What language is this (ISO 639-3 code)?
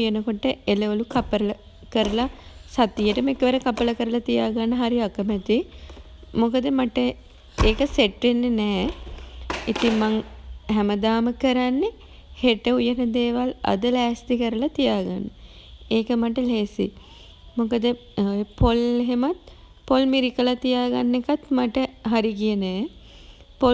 sin